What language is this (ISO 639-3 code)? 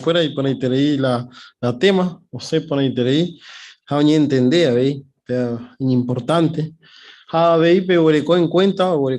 grn